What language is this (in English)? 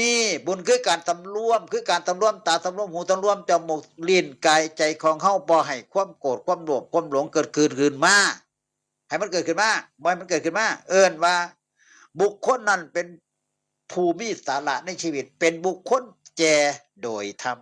Northeastern Thai